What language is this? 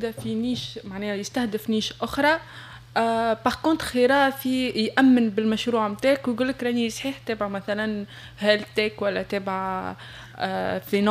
Tunisian Arabic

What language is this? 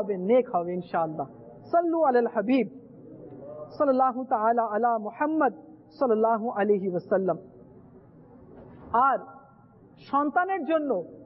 Bangla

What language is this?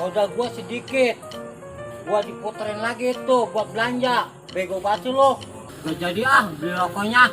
Betawi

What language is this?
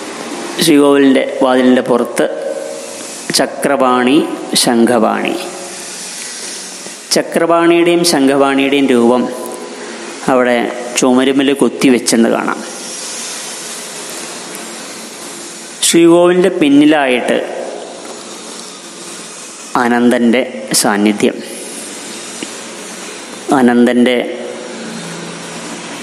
Malayalam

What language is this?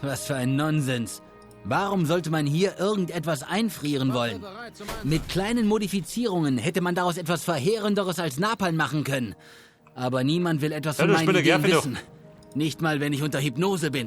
Bavarian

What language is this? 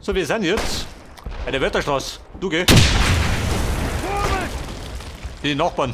Bavarian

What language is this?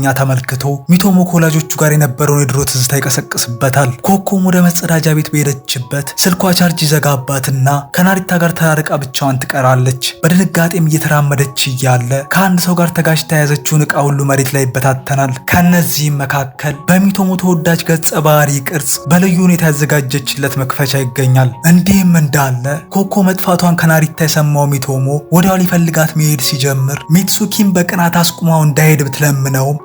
Amharic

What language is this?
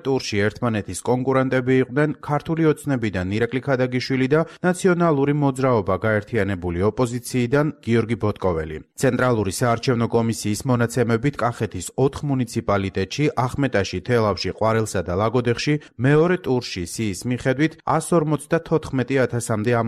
Georgian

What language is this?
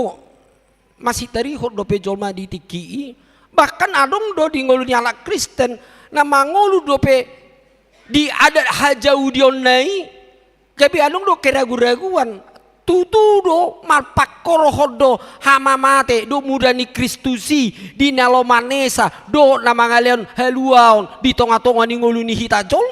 Batak Toba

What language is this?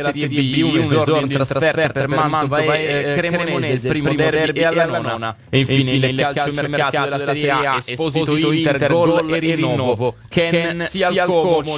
Italian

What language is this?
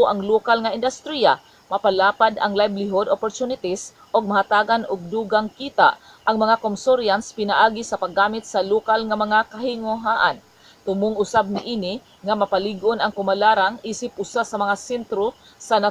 Cebuano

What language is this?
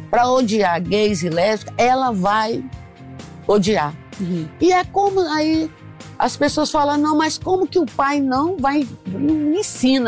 Portuguese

